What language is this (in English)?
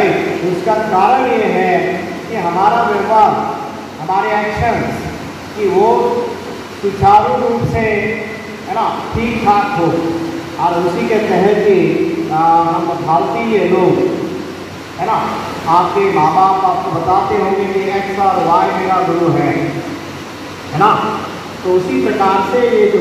Hindi